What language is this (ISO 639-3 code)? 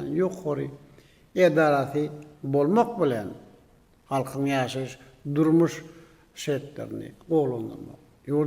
tuk